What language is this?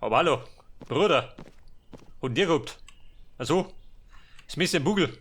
Bavarian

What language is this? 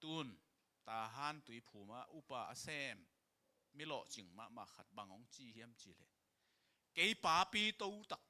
Tedim Chin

